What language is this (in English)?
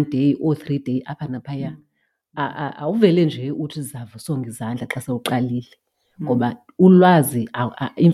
Xhosa